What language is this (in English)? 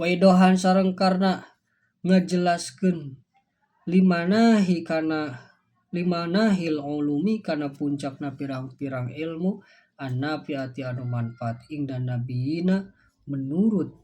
Sundanese